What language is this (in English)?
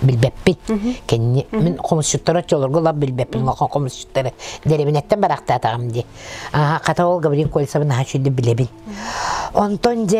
Yakut